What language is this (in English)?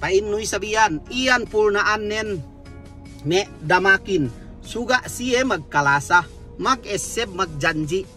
Yakan